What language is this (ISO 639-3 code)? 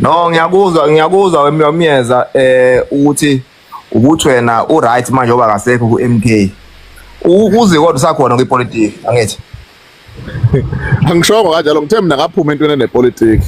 zul